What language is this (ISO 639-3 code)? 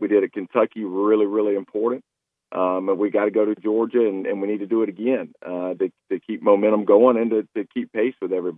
eng